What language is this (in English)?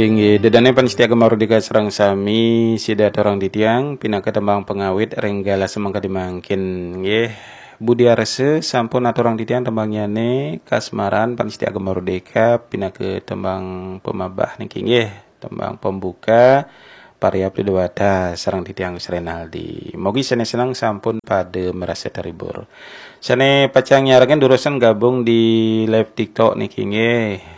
Balinese